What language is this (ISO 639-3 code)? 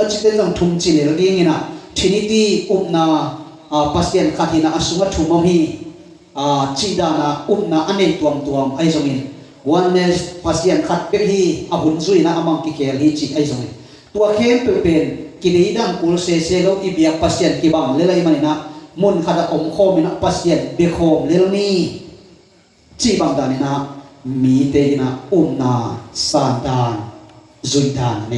ctd